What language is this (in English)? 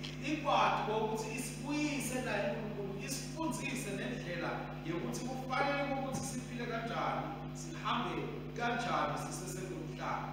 Swati